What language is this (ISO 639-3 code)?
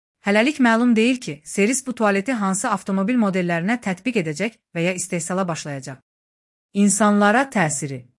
aze